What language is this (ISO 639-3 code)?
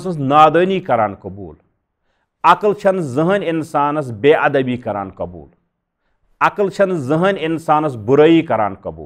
kas